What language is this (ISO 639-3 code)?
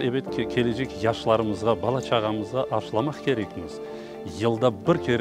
crh